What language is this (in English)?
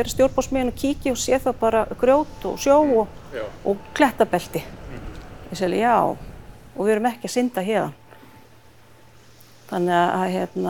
Icelandic